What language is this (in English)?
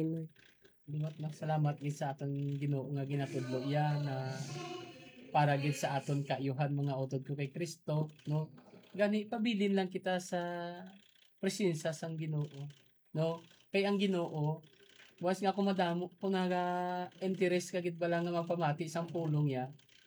Hiligaynon